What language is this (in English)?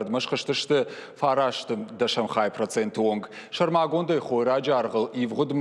Ossetic